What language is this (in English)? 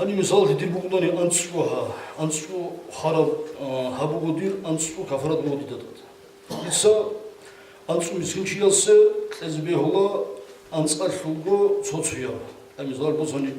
Avaric